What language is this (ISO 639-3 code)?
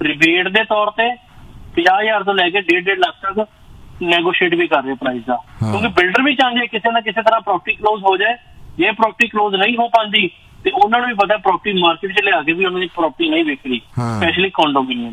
pan